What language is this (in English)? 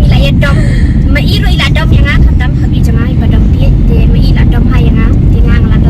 Khasi